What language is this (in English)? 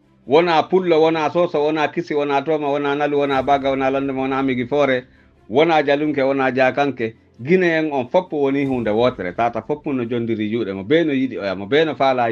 Pular